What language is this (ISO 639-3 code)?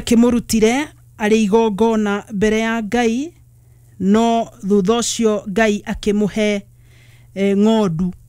kik